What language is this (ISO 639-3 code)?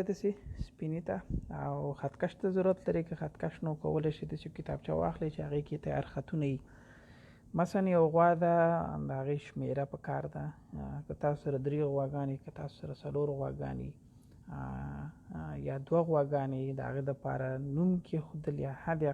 pus